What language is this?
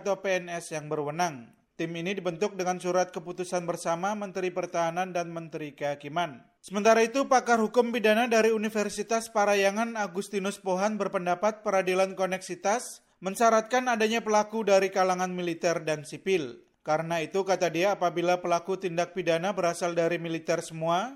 Indonesian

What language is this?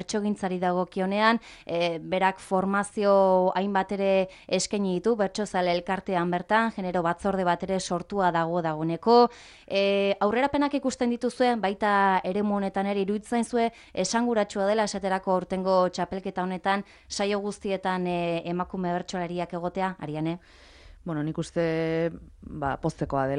Basque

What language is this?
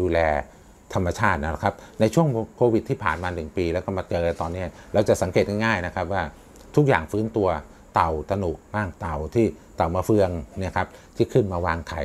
Thai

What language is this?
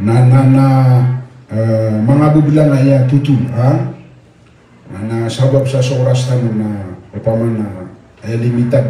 Maranao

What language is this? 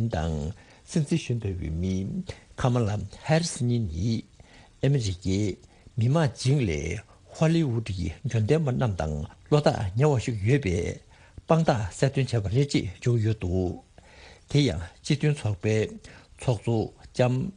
Tibetan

